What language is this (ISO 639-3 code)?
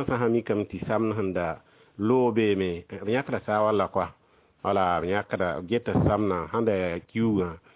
mos